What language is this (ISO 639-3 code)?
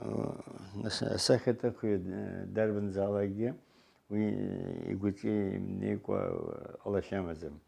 abk